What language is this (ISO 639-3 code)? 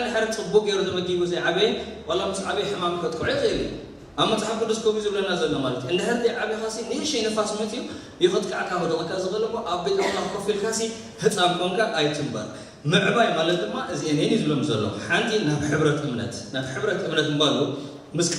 tir